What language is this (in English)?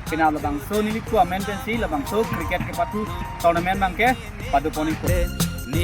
Karbi